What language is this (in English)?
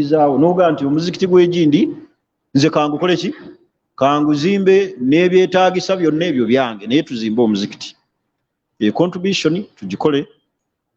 Ganda